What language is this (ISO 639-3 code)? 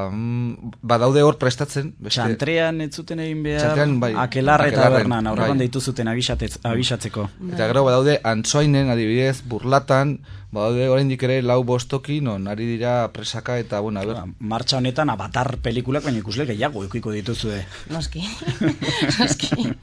eus